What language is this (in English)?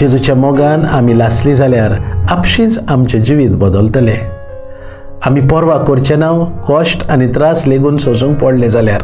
Konkani